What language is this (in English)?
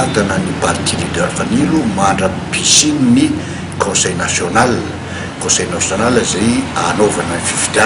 Malagasy